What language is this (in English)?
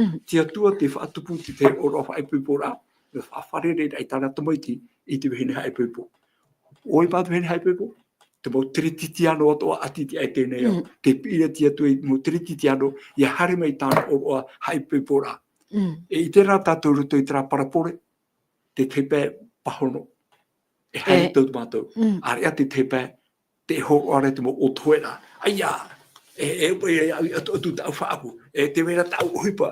Tahitian